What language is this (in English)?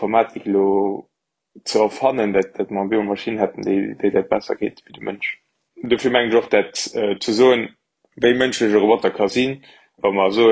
Luxembourgish